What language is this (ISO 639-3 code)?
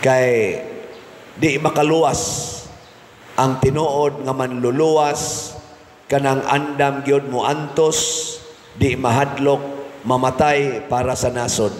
ceb